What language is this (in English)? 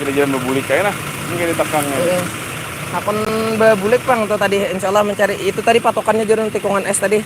Banjar